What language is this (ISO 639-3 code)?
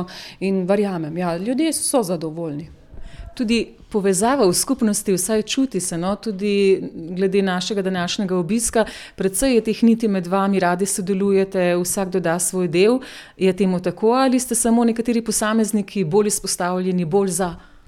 slv